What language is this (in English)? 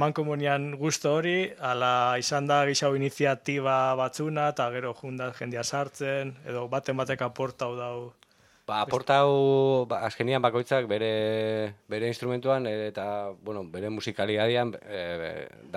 Basque